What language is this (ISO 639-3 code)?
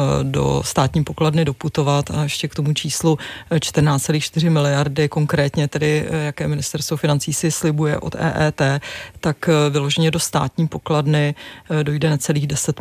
ces